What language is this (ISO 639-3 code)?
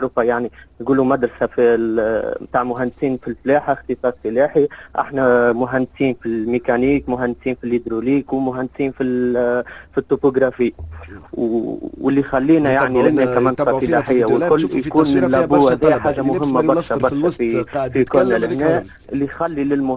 aeb